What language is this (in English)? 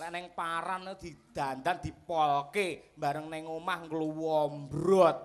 Javanese